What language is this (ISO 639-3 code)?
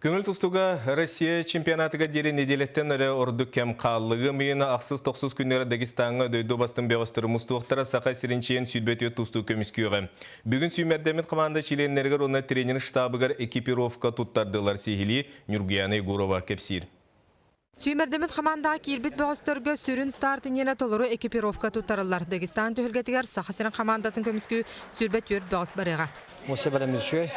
sah